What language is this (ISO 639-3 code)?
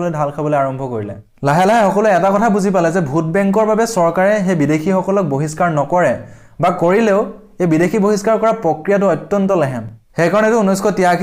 asm